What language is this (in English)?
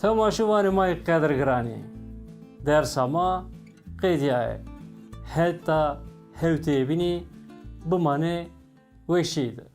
Zaza